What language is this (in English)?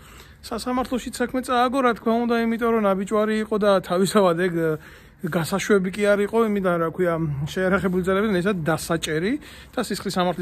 Georgian